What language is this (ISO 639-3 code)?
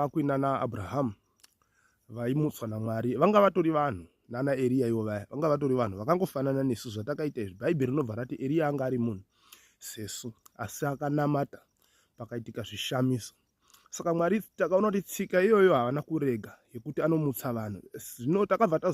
sna